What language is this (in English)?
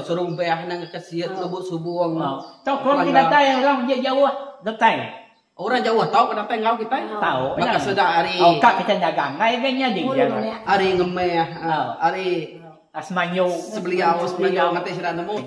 Iban